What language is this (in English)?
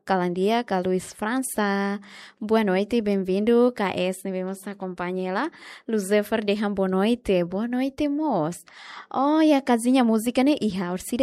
Tetum